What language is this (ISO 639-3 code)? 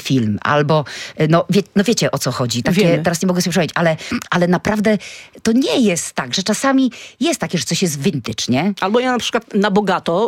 pol